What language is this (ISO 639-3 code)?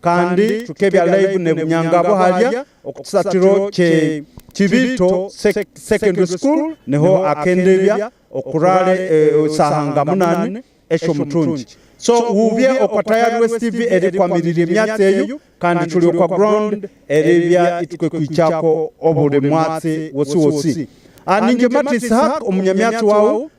nyn